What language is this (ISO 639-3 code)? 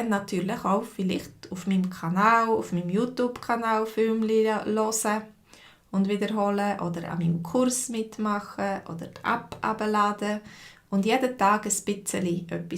gsw